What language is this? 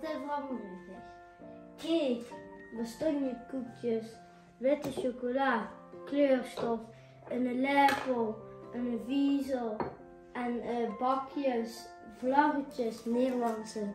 Limburgish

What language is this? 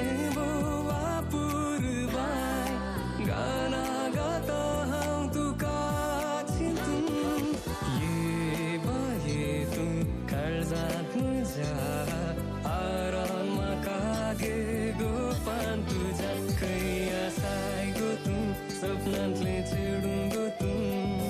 Konkani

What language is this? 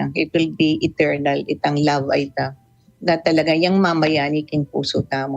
Pampanga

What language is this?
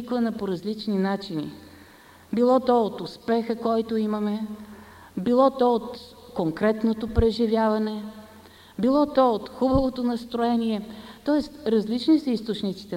Bulgarian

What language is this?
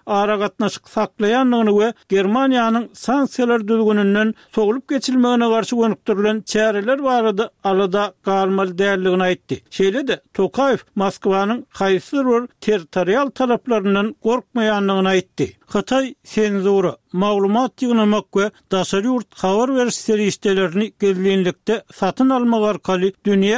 Turkmen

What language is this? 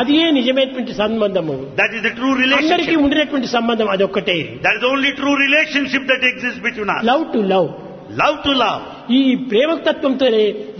Telugu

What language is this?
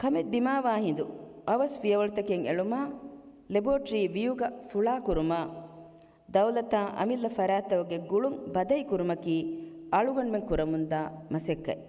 Divehi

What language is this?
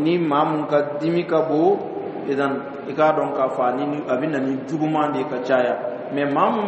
Dyula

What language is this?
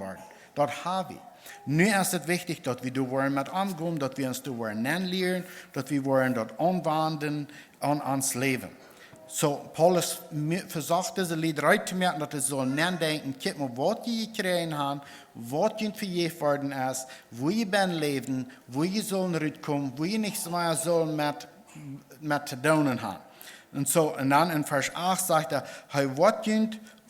Plautdietsch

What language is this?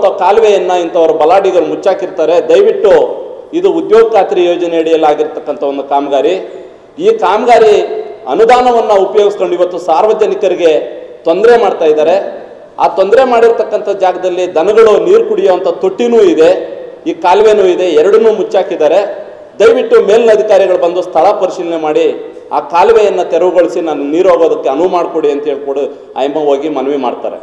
Kannada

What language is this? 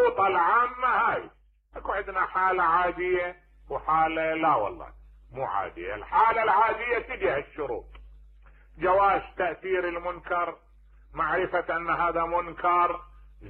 Mesopotamian Arabic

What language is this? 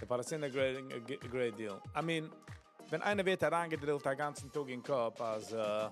Yiddish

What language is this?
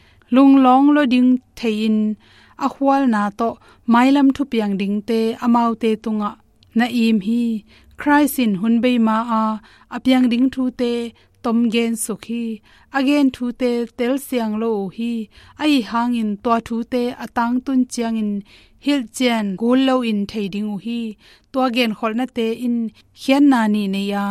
Tedim Chin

